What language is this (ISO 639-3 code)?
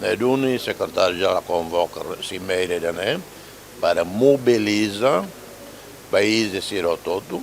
tet